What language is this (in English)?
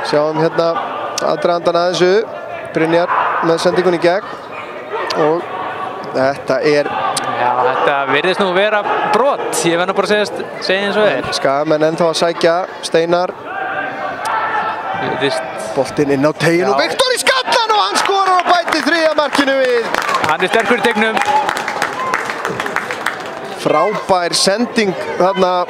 Icelandic